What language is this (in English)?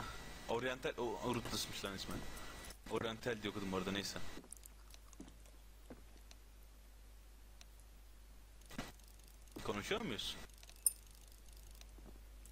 Turkish